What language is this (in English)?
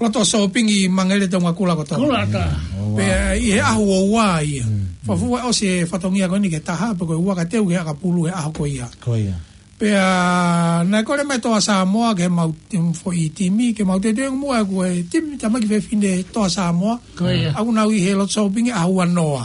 Tongan